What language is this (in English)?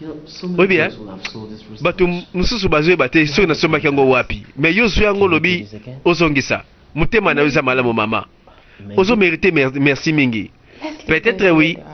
Lingala